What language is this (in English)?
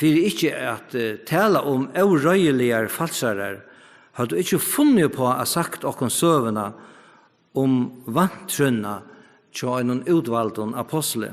Faroese